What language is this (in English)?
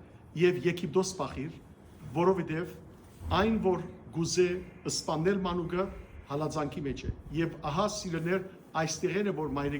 Western Armenian